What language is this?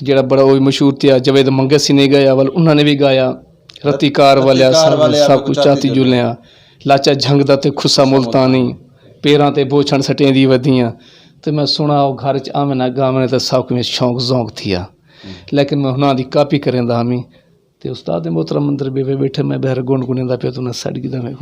Saraiki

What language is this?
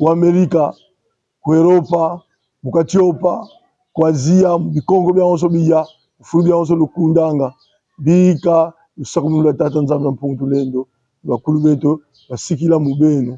Kongo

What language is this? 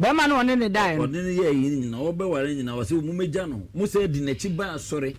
Akan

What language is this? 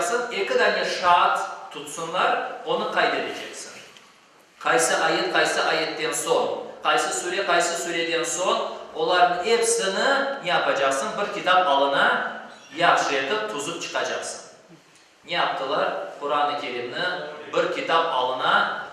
Crimean Tatar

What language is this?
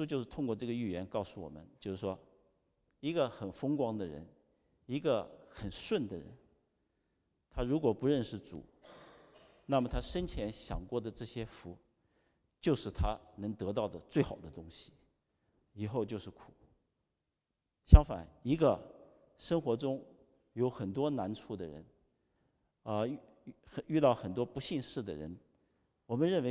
Chinese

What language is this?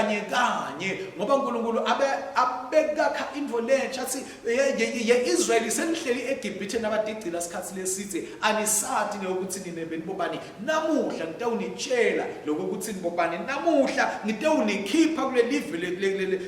Swati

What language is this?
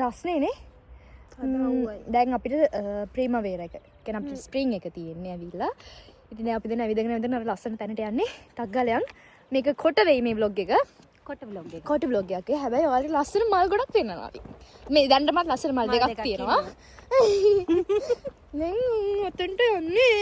Sinhala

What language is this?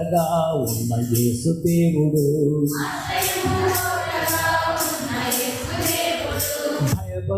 Telugu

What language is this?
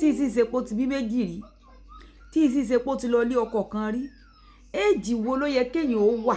Yoruba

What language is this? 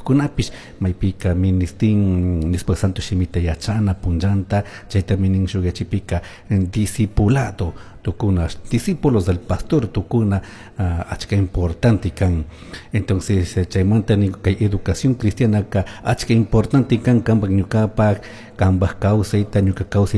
Chimborazo Highland Quichua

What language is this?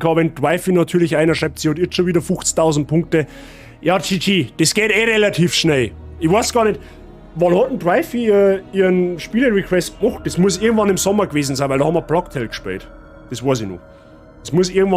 Bavarian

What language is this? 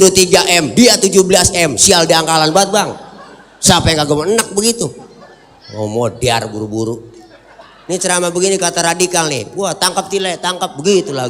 Betawi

